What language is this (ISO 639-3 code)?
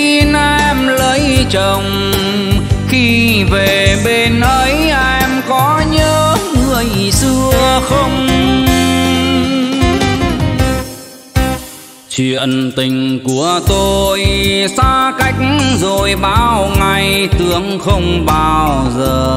vie